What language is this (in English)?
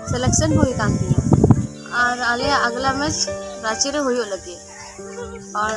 Santali